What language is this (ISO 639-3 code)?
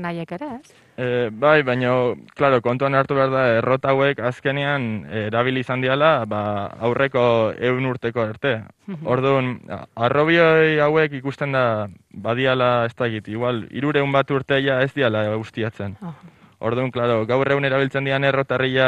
eus